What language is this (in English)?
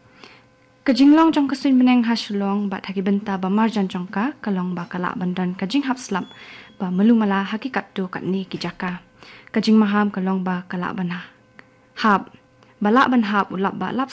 Khasi